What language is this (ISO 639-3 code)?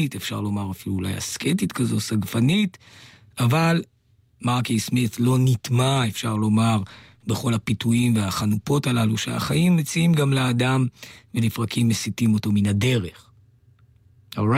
heb